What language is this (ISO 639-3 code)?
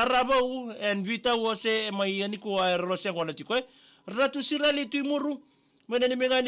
fij